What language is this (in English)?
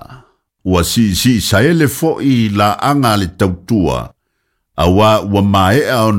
Samoan